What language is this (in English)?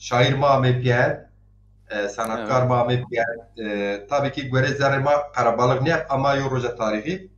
Zaza